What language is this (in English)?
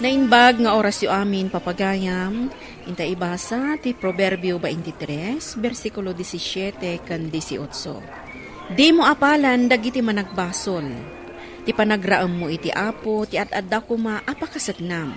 Iloko